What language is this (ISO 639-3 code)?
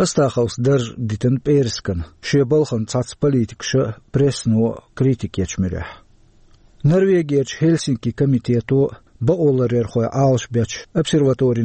che